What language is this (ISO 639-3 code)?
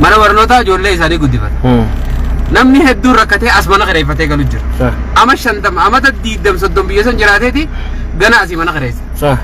orm